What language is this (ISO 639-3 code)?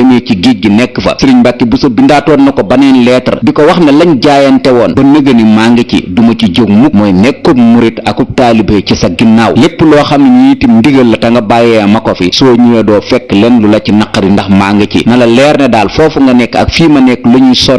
wol